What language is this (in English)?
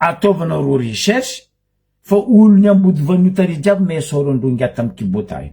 Malagasy